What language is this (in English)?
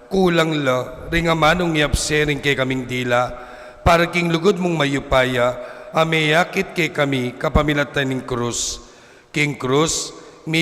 Pampanga